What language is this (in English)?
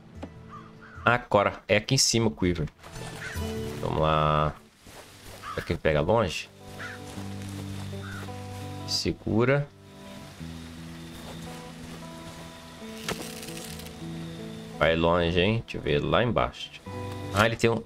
Portuguese